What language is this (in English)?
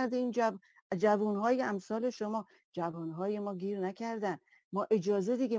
Persian